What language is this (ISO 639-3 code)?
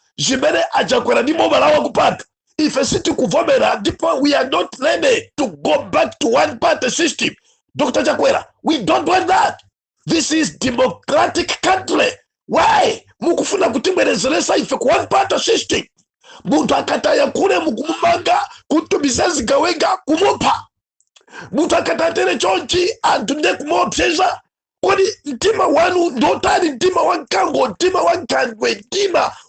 nya